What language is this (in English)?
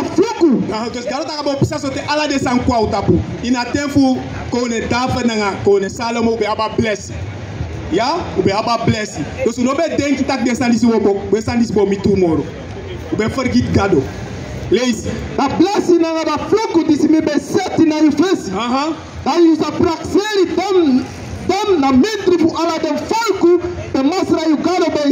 Sranan Tongo